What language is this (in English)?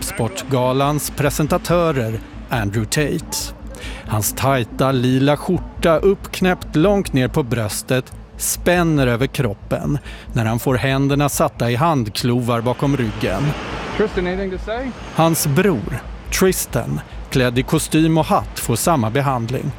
Swedish